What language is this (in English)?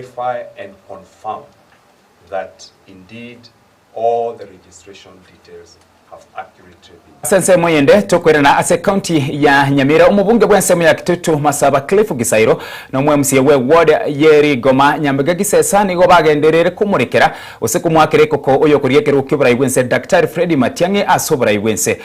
Gusii